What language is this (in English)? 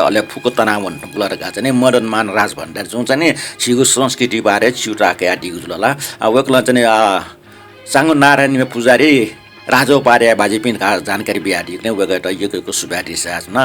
Newari